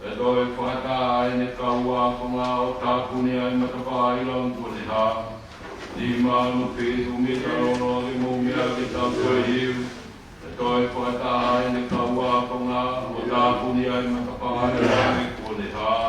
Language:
Tongan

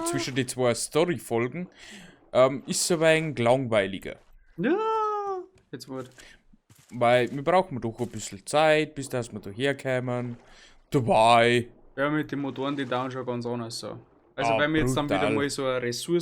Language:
Bavarian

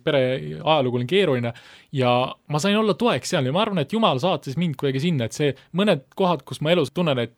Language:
Estonian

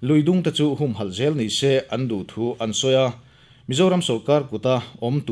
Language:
Mizo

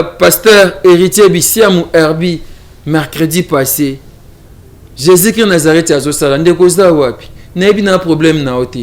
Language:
Lingala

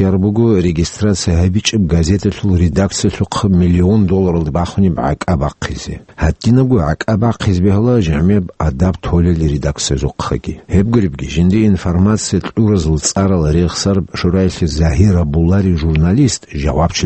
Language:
Avaric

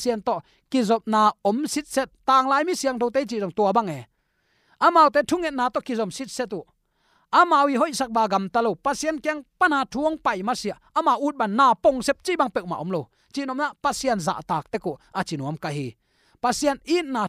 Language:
Tedim Chin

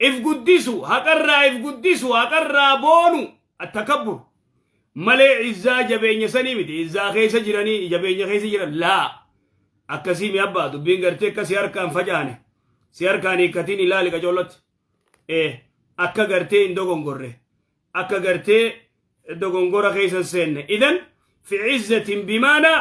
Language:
Oromo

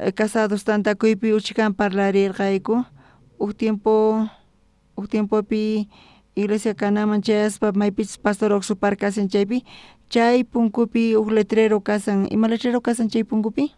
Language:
South Bolivian Quechua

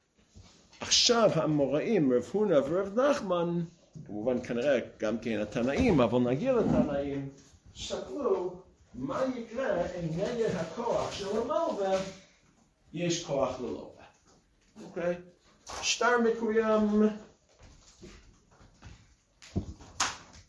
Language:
Hebrew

